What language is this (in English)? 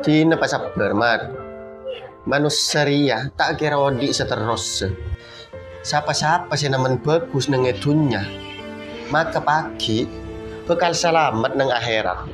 Madurese